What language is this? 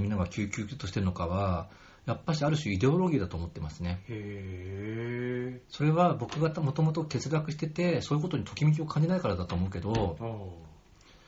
Japanese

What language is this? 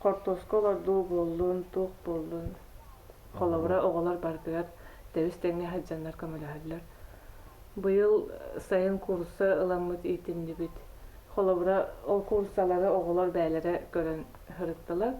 Yakut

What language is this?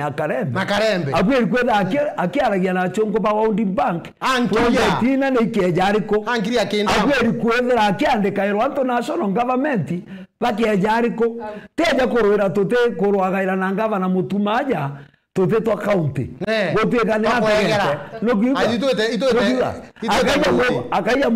Meru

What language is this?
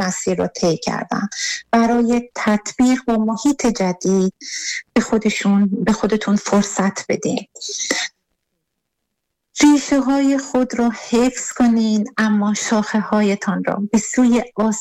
Persian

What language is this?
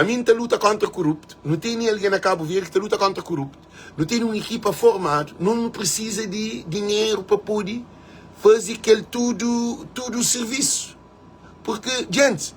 Kabuverdianu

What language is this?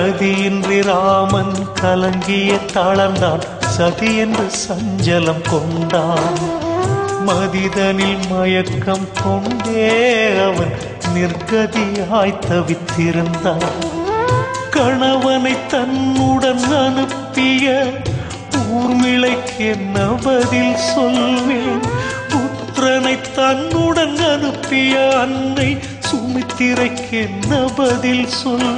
Tamil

